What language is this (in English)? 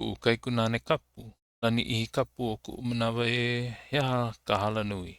Hawaiian